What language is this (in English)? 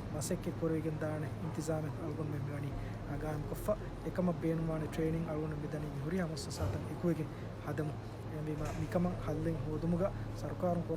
Divehi